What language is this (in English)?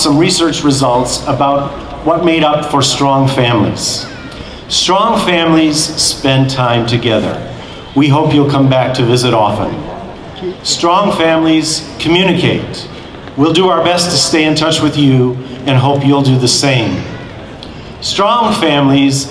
English